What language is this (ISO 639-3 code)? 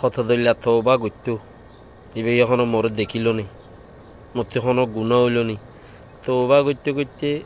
rhg